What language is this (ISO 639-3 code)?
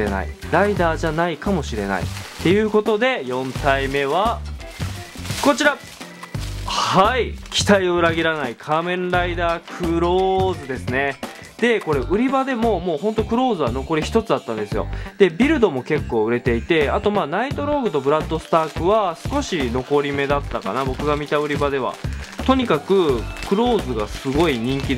jpn